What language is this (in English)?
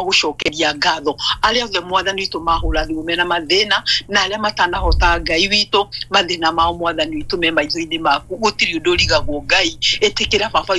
Kikuyu